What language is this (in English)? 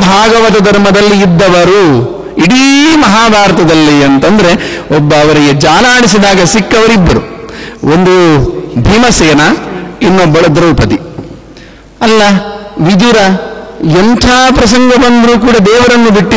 Kannada